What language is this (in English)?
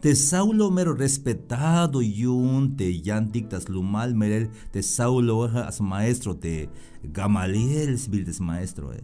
Tzeltal